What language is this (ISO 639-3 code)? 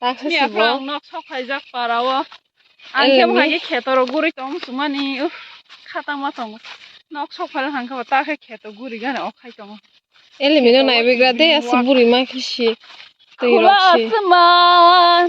trp